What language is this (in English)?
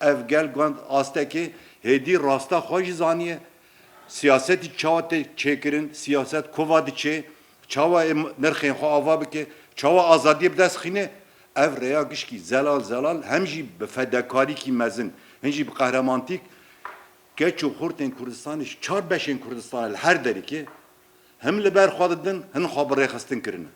Kurdish